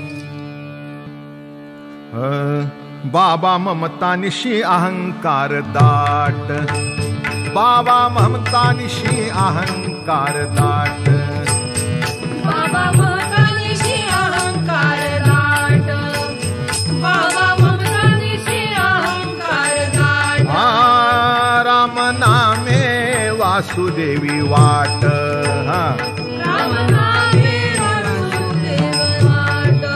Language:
Marathi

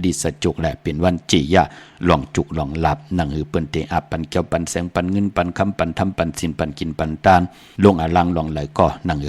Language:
Shan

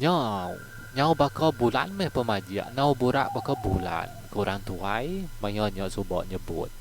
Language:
Iban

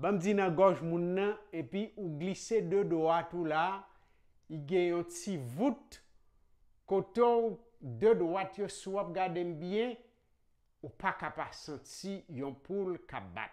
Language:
Haitian Creole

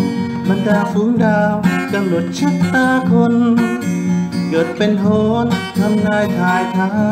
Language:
Thai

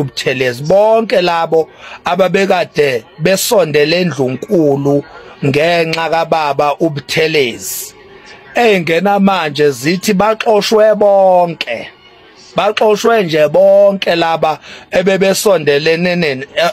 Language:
Zulu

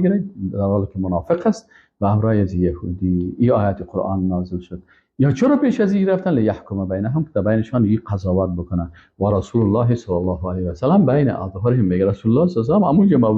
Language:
Persian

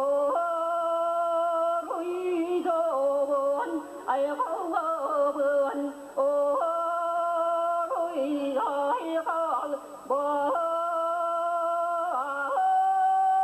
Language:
Yakut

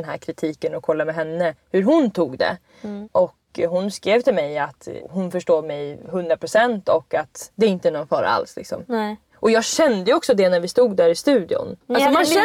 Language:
Swedish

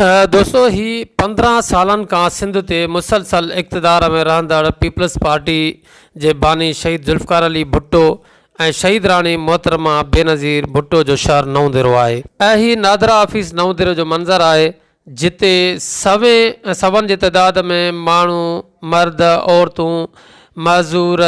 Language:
Sindhi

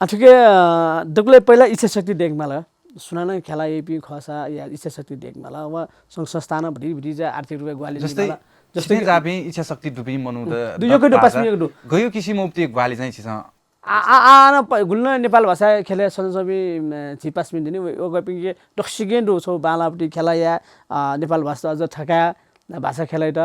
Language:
Newari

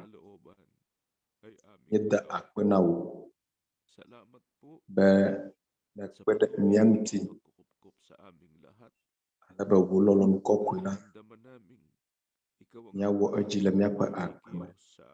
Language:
Ewe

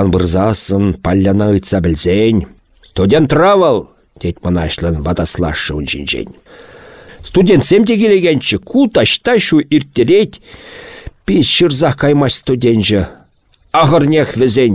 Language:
Chuvash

